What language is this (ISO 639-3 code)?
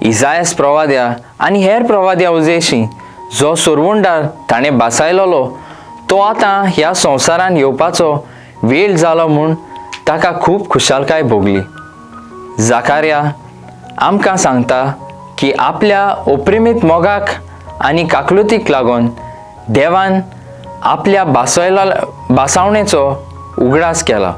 kok